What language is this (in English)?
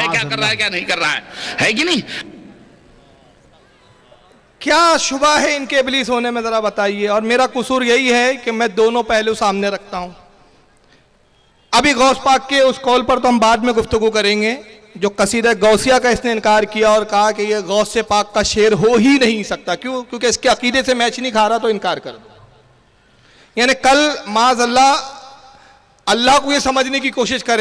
Urdu